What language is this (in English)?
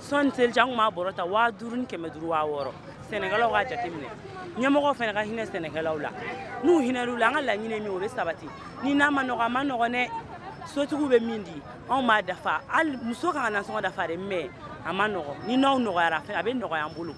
Bambara